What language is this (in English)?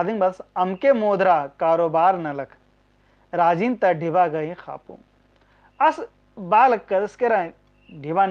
Kurukh